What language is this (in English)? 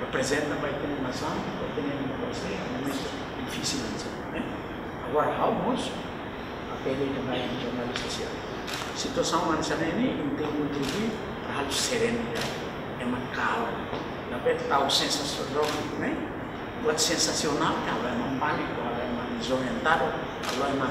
Tetum